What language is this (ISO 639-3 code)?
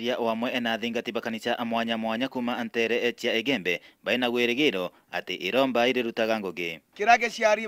mer